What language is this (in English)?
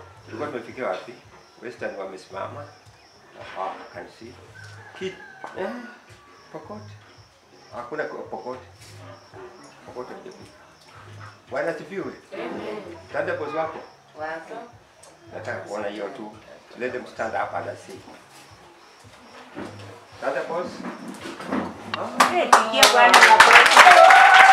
Swahili